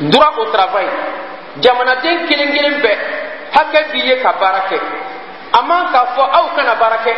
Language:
Bambara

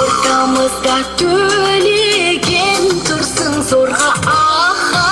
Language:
Kara-Kalpak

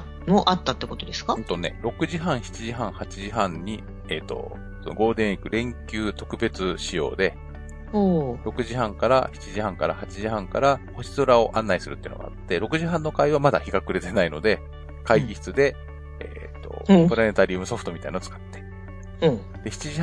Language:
Japanese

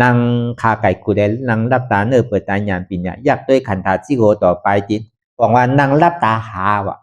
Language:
Shan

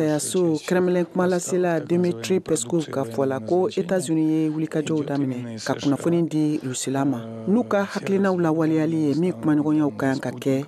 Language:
Bambara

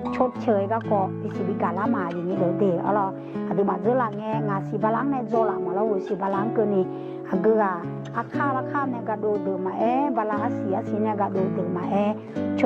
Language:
Akha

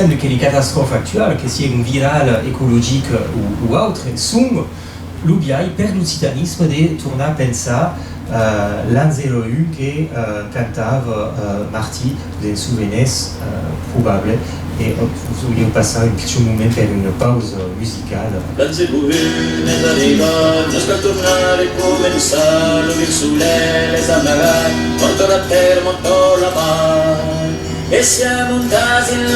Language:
Occitan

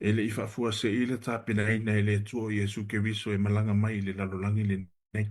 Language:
Samoan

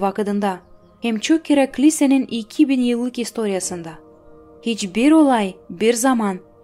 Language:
Gagauz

